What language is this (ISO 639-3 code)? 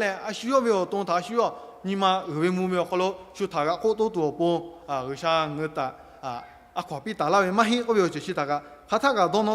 lhu